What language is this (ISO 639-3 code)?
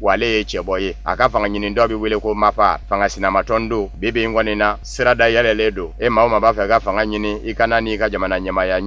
bam